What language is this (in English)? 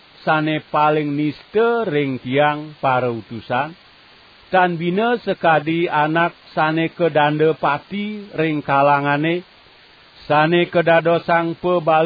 Balinese